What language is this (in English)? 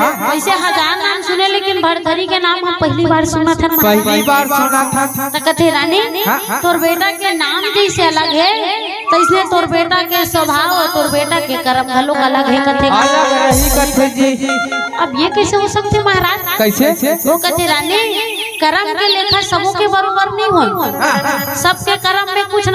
Chhattisgarhi